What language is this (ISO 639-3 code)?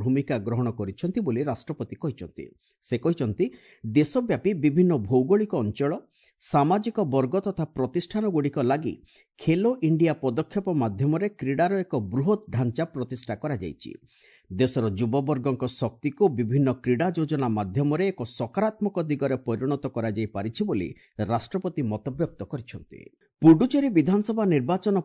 ori